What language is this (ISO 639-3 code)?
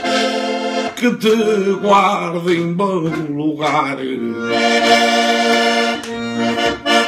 por